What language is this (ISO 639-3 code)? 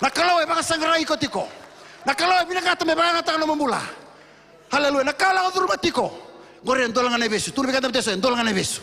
fij